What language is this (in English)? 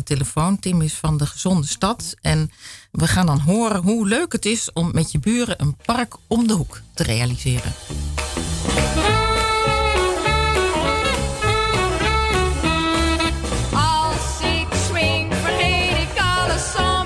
Dutch